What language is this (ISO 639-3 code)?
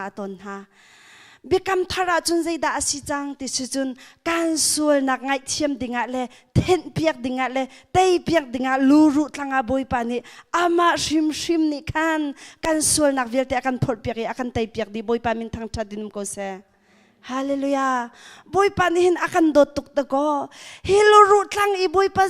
cnh